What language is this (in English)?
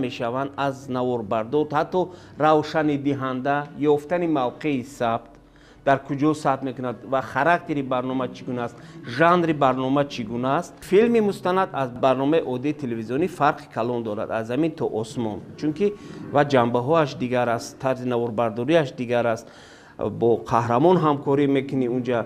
Tajik